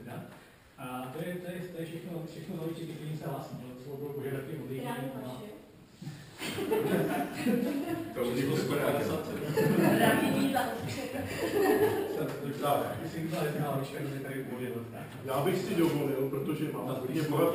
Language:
Czech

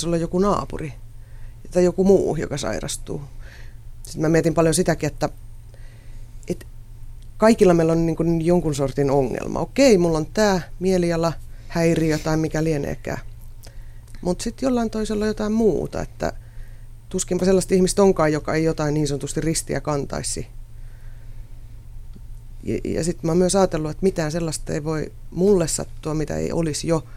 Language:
Finnish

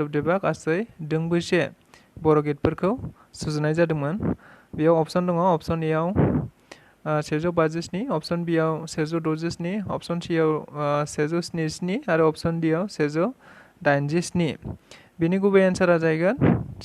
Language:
Bodo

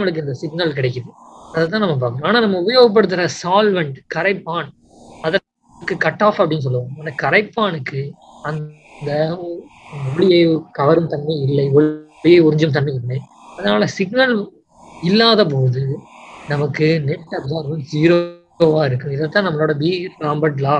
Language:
Tamil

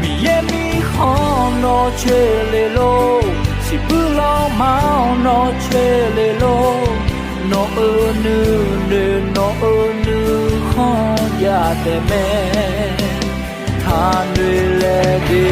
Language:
Akha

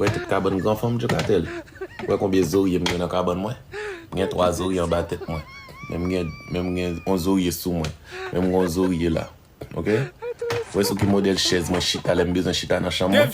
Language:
Haitian Creole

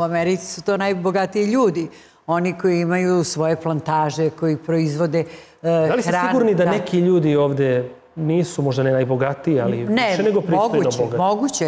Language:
Serbian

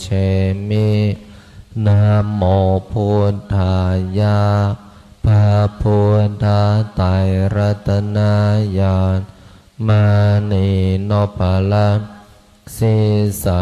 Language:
Pali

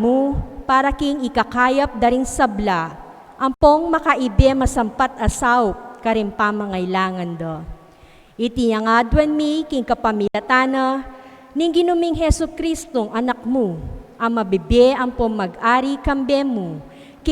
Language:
Pampanga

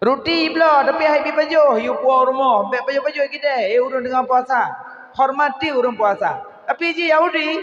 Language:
Achinese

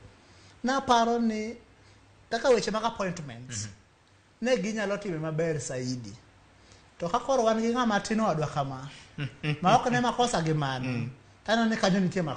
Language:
Luo (Kenya and Tanzania)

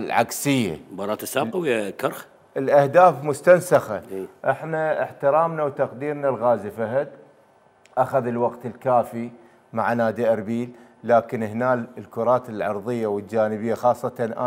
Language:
Mesopotamian Arabic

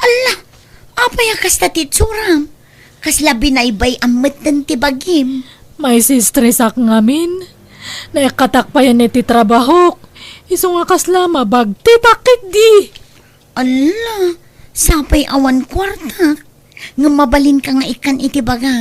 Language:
Iloko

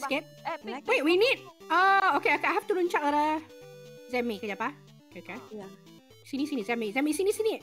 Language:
Malay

